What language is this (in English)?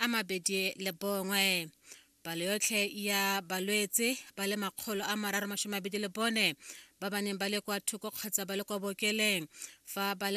Tswana